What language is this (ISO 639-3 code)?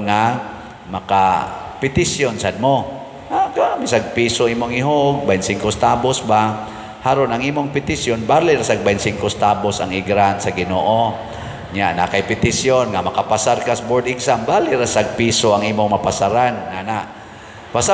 ceb